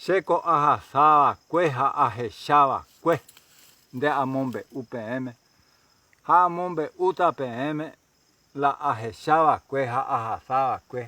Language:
Guarani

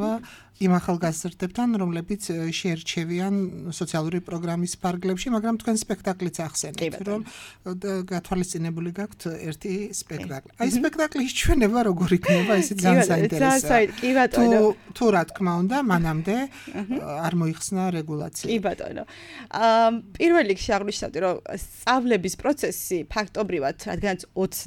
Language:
Georgian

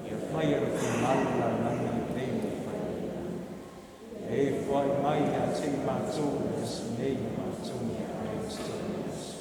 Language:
Samoan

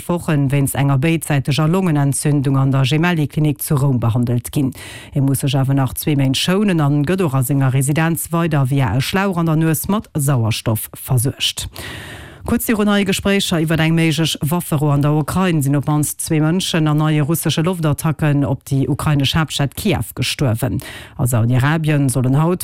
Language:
Luxembourgish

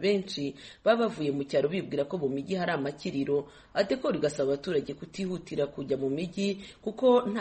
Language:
Kinyarwanda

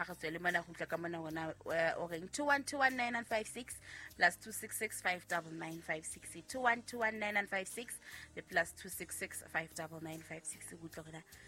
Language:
Southern Sotho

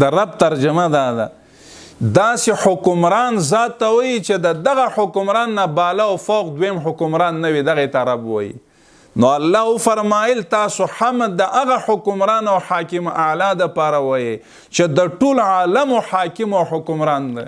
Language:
Pashto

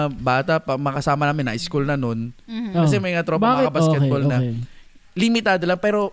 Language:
Filipino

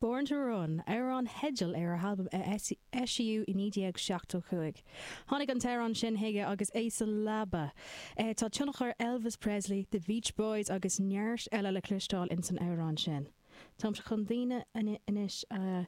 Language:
Irish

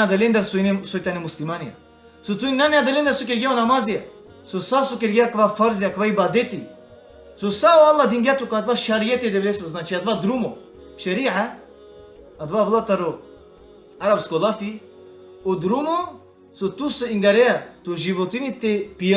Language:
Balkan Romani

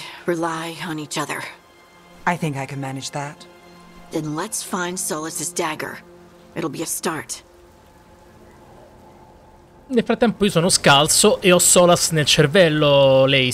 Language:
Italian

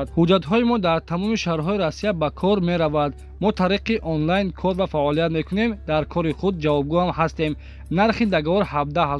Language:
Tajik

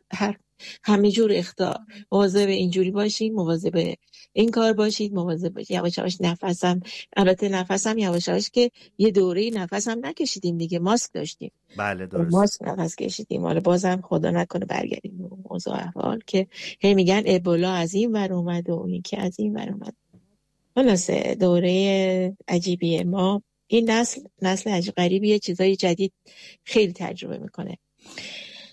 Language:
Persian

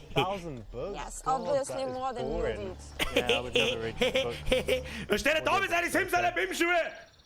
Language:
Bavarian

